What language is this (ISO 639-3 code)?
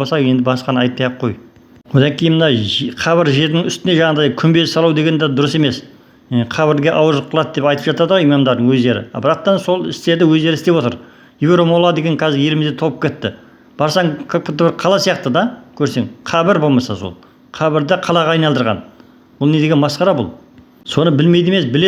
kaz